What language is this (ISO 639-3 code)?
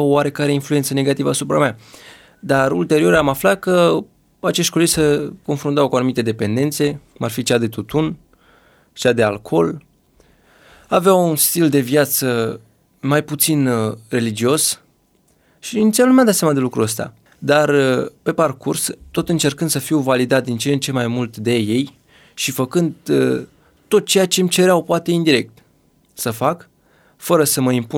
ron